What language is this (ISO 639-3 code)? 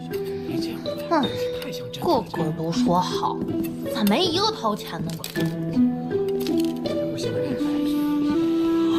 zho